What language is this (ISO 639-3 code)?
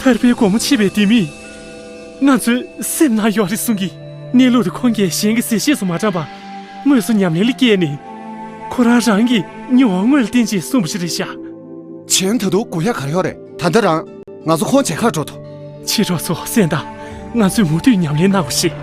bod